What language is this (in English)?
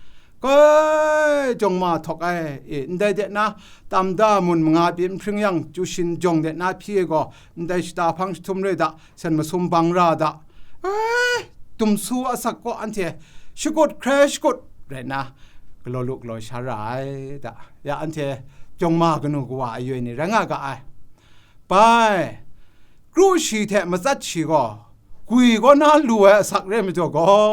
Kachin